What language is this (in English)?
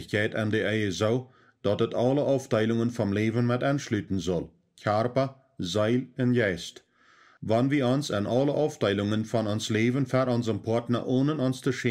Plautdietsch